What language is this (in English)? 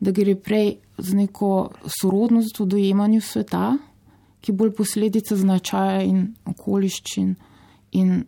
Slovenian